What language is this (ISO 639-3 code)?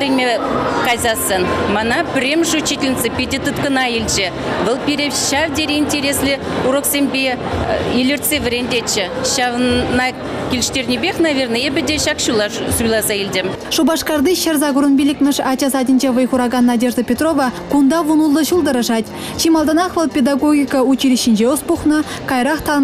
chv